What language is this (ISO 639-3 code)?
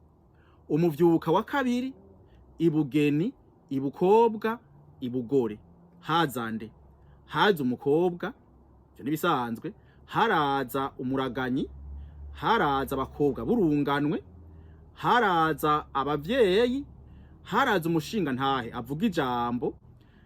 run